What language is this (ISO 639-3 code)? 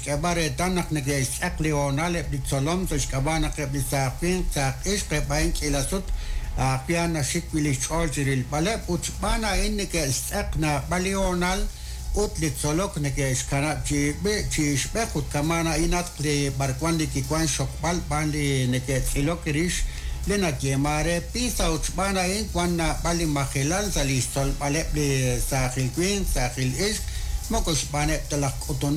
kek